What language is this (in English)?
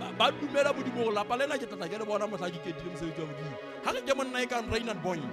Southern Sotho